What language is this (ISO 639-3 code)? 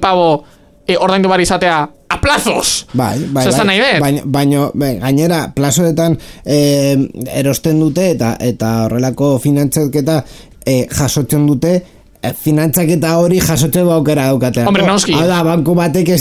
eus